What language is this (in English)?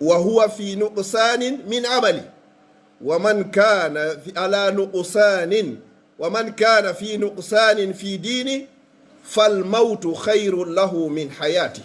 Pular